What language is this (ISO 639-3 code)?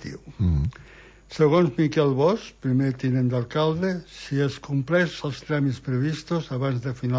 cat